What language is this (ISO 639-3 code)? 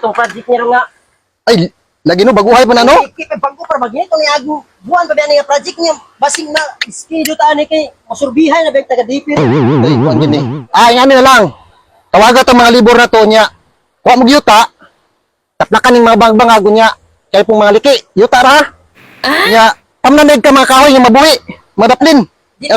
ceb